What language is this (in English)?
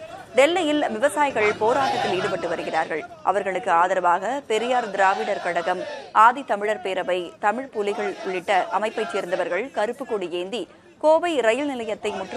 Tamil